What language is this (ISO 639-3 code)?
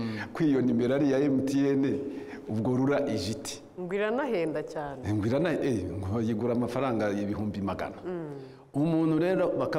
kin